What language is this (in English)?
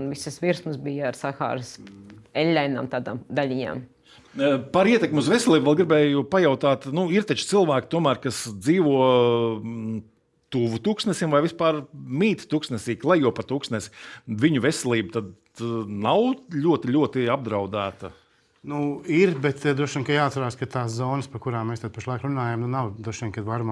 Latvian